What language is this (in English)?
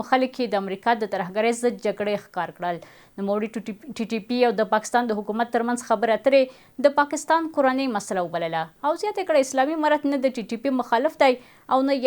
Pashto